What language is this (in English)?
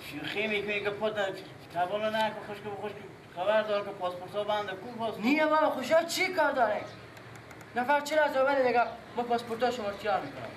Persian